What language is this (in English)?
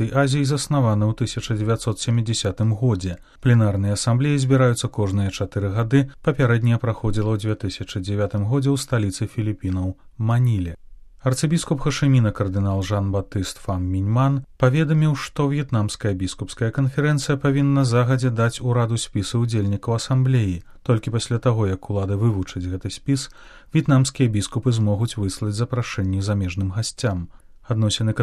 Belarusian